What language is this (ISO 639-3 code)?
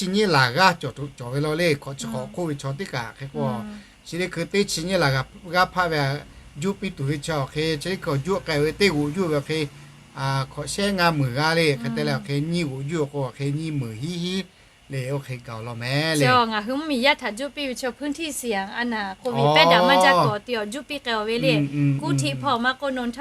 lhu